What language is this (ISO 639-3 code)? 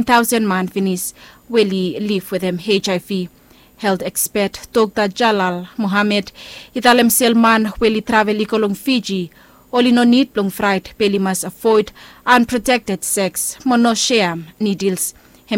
bis